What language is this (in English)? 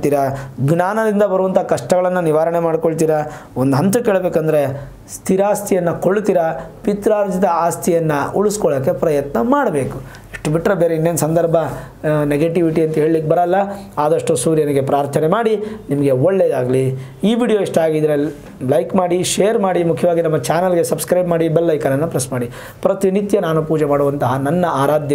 Kannada